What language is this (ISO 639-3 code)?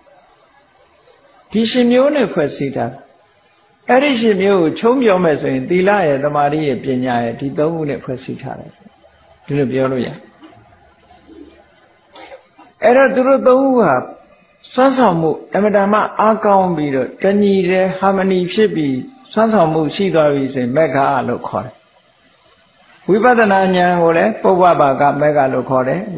mya